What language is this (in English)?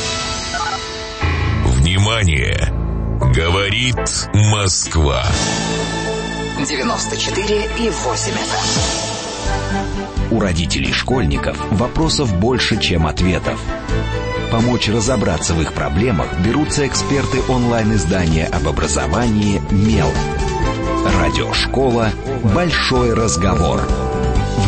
Russian